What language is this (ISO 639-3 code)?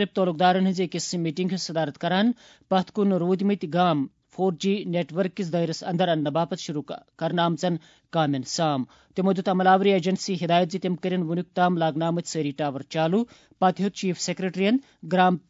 kas